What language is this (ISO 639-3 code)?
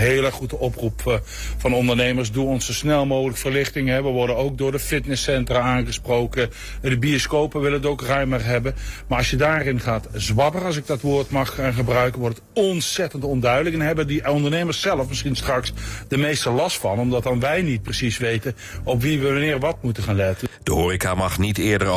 nld